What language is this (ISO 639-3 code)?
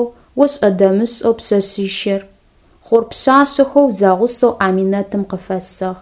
ady